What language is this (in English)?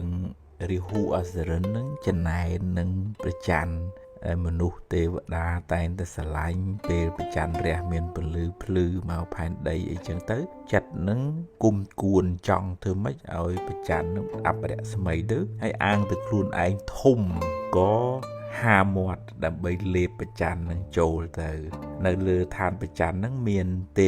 Khmer